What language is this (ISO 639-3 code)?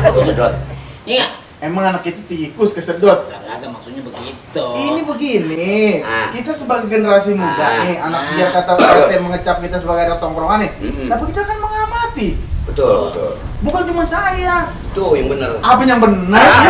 bew